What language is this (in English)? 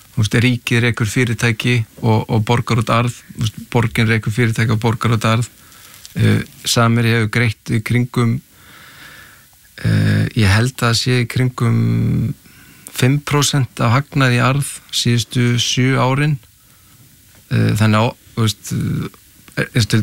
Icelandic